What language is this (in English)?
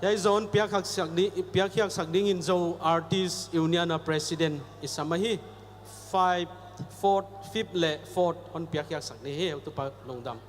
Paite Chin